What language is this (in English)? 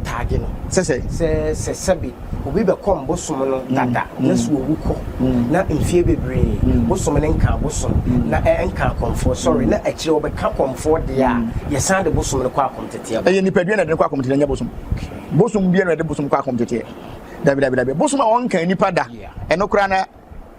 Akan